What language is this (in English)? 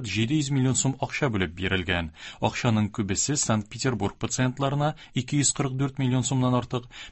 Tatar